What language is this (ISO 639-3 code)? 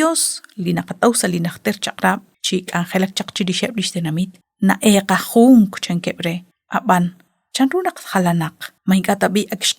kek